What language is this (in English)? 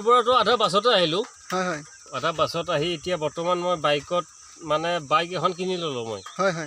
Assamese